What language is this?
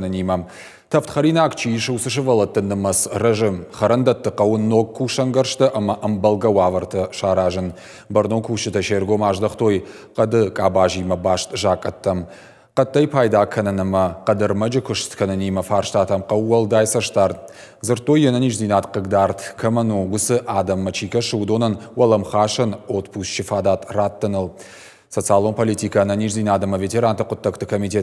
Ossetic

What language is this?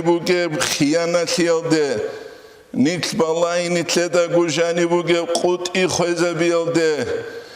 Avaric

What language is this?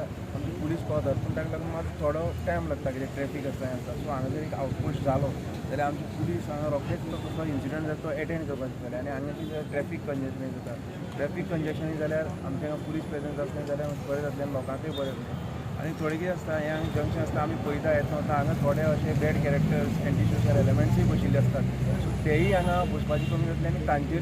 Konkani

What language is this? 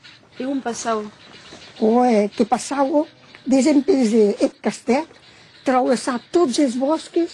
Occitan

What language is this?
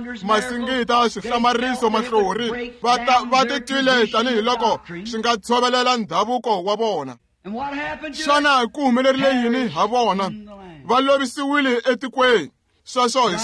Tsonga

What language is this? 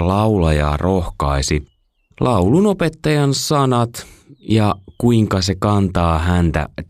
Finnish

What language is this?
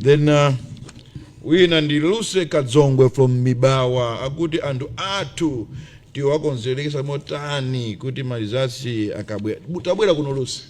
Nyanja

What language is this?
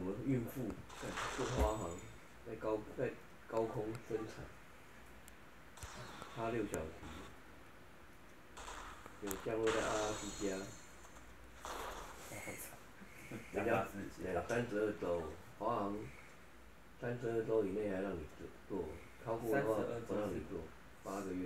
Chinese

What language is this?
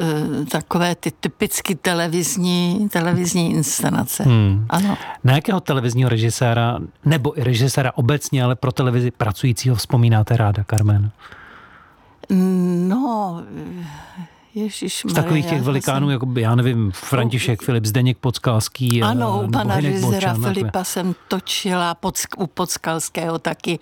Czech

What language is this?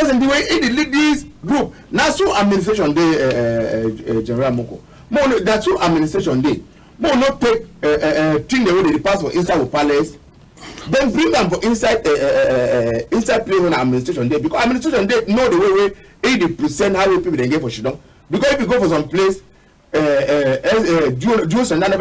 Cameroon Pidgin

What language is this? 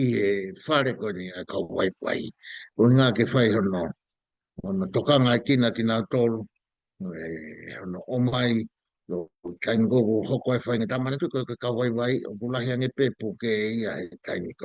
Tongan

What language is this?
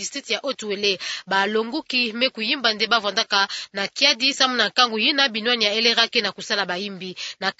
Kituba (Democratic Republic of Congo)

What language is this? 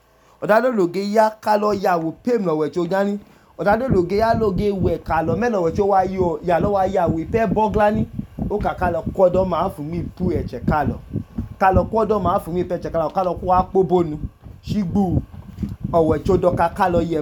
Idoma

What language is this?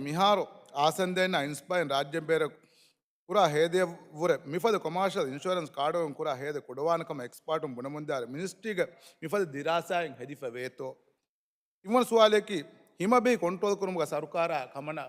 Divehi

